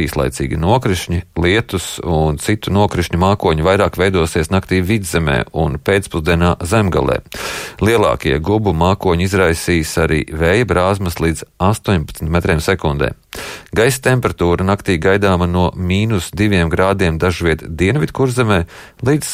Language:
Latvian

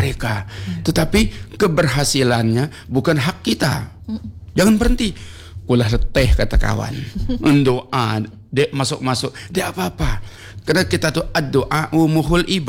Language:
Indonesian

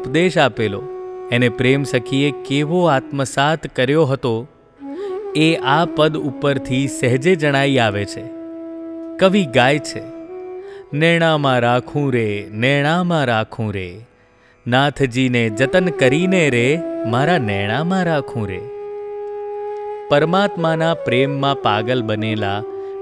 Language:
Gujarati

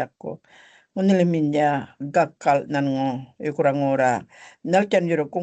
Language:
Gumatj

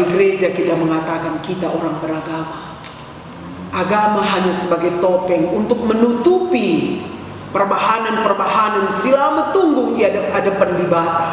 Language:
Batak Karo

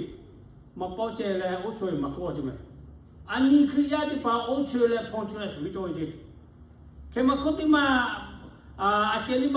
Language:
Lahu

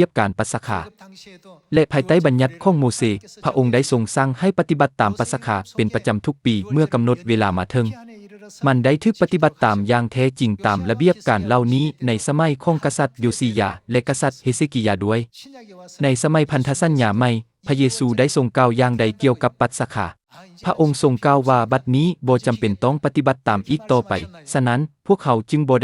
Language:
Lao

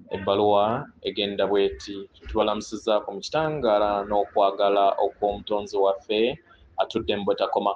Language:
Ganda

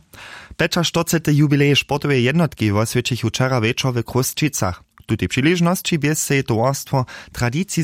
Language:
Upper Sorbian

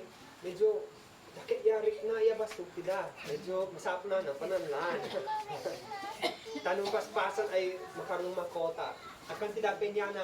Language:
Isnag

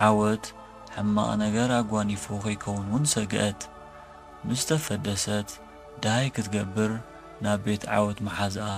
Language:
Tigrinya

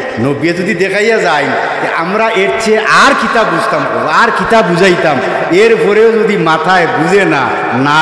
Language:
Sylheti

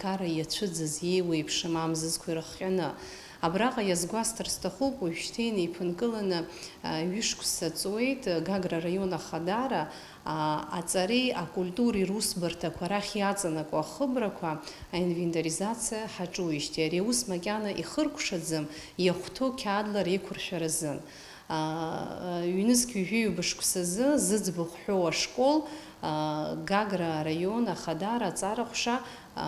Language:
Abkhazian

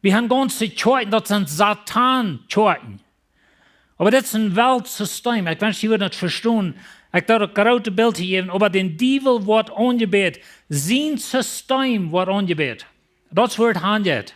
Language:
Plautdietsch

